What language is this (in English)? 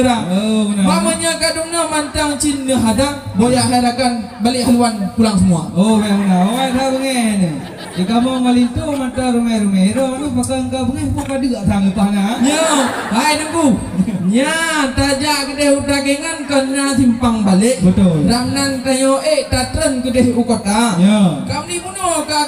Achinese